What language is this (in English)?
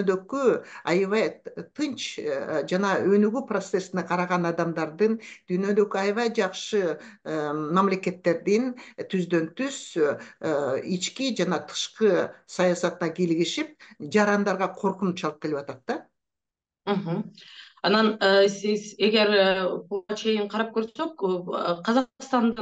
Kyrgyz